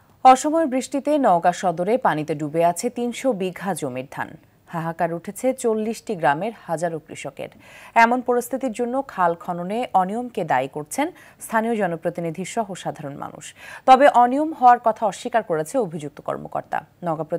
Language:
Bangla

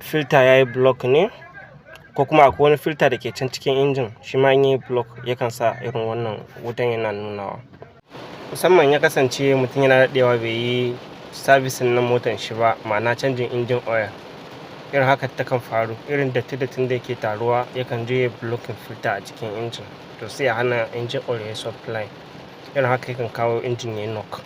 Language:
Hausa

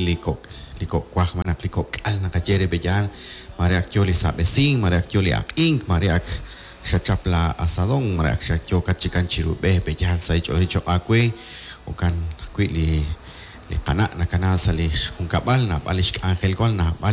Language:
Kekchí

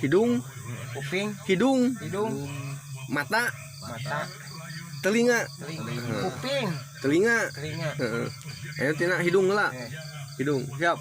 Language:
Sundanese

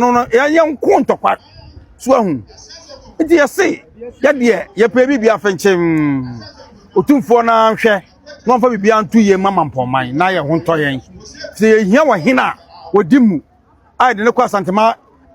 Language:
Akan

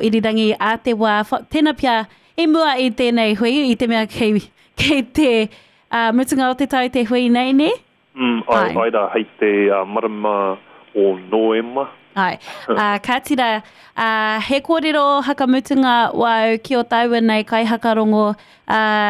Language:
Māori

